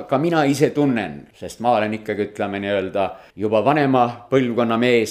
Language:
Estonian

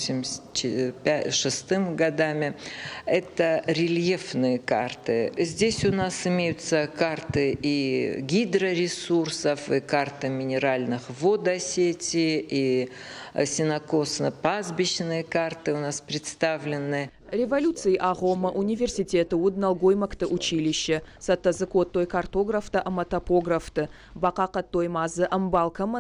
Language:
Ossetic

